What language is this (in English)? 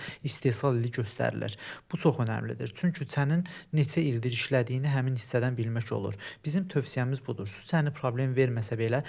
Azerbaijani